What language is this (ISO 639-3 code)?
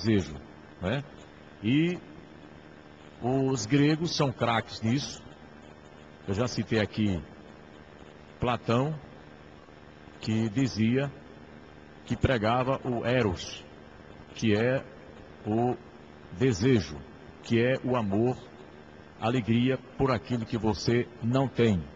por